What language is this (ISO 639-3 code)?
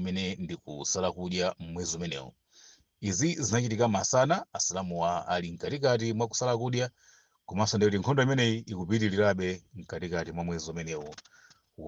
nya